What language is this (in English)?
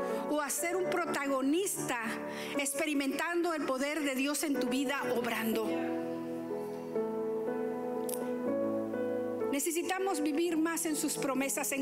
Spanish